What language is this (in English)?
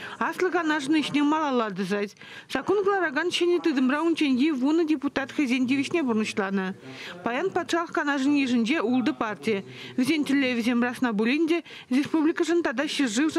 Chuvash